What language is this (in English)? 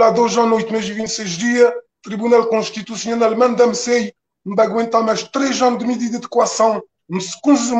Kabuverdianu